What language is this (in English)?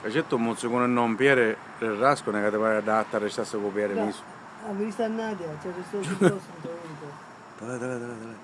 Sicilian